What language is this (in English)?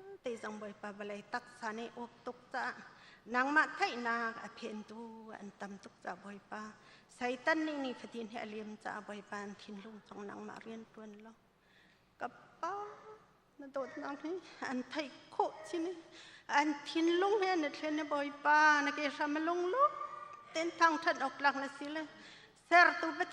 Hakha Chin